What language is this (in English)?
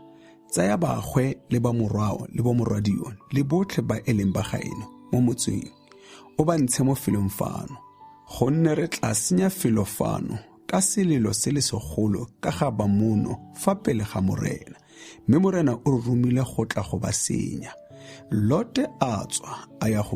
Tswana